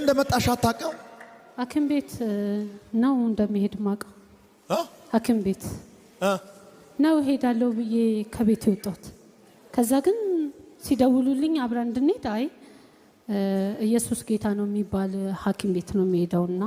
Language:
Amharic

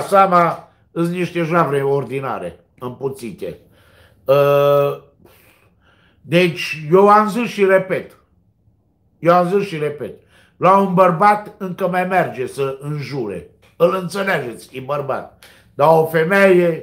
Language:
Romanian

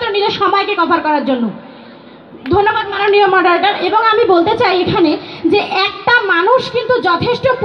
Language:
Bangla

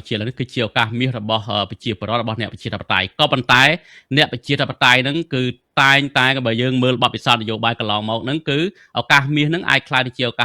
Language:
Khmer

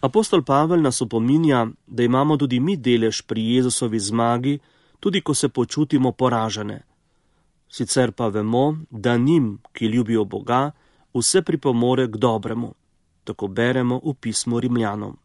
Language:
Slovenian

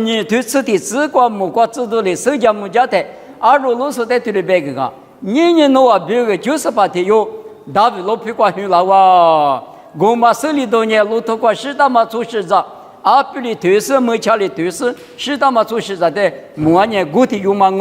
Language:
Lisu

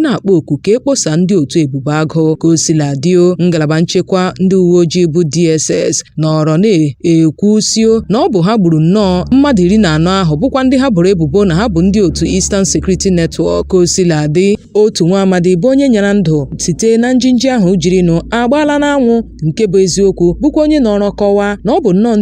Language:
Igbo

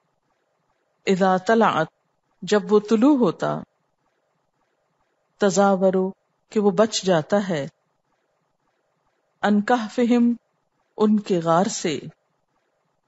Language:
Urdu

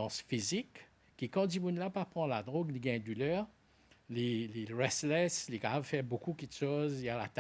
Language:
Morisyen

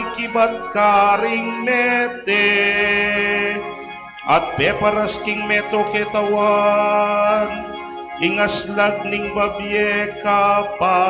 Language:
Pampanga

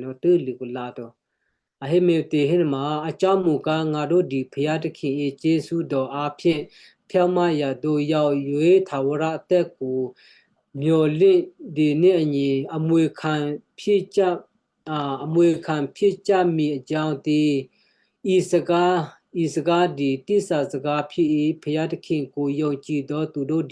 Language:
Western Kayah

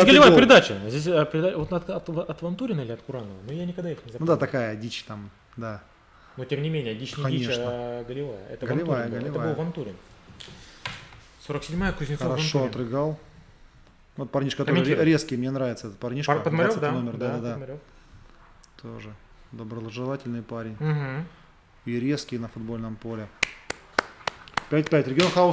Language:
Russian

